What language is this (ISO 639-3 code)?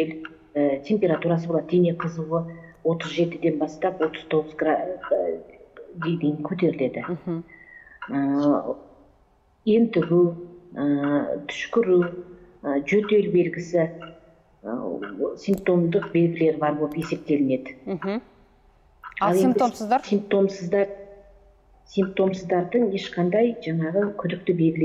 kaz